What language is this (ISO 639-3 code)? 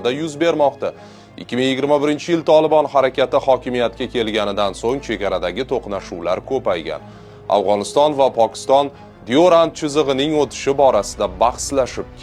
uzb